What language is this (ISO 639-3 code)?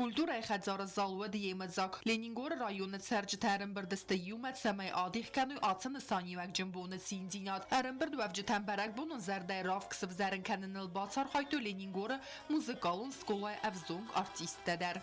oss